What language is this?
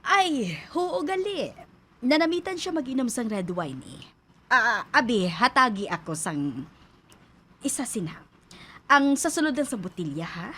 Hiligaynon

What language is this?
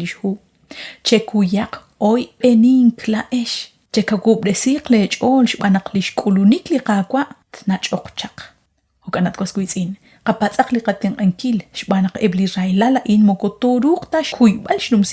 Kekchí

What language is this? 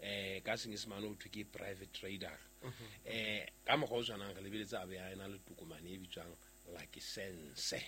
Southern Sotho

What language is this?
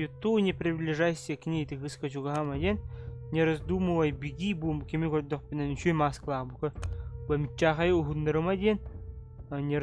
Yakut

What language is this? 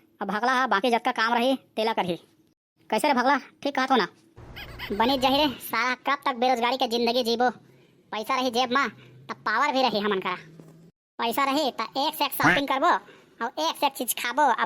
Chhattisgarhi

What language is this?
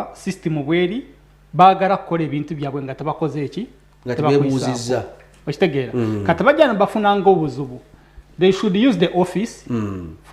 Nyankole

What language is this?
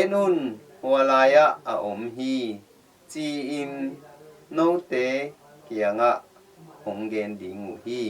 Tedim Chin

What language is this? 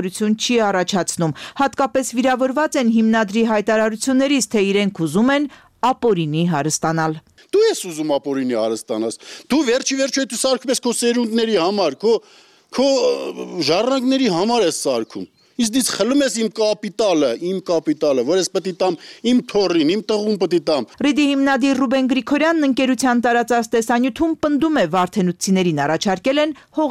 Armenian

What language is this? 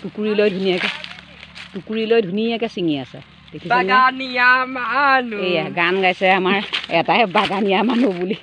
Assamese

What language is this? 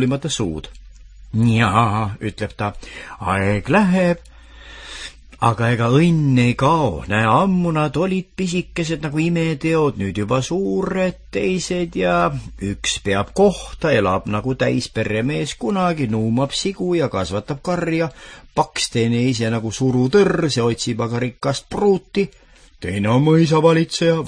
Estonian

